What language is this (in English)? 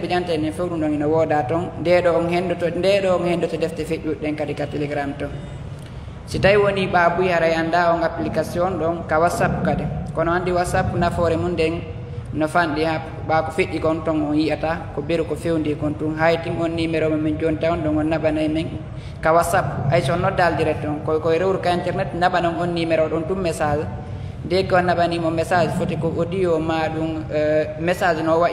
Pular